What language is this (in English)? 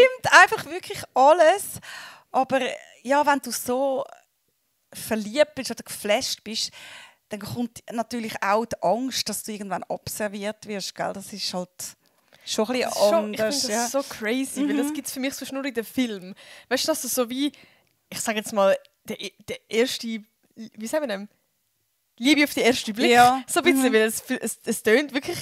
Swiss German